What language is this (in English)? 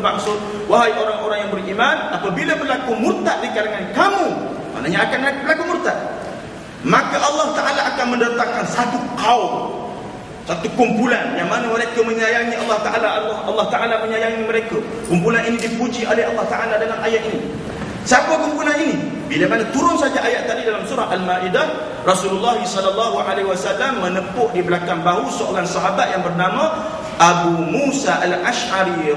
Malay